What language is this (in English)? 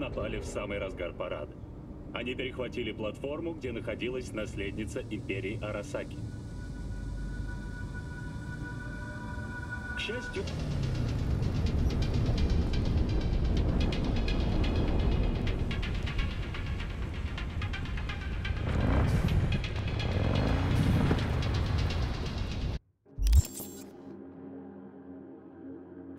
Russian